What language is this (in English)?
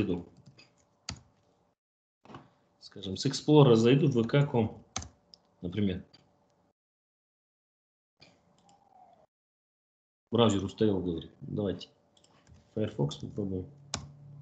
Russian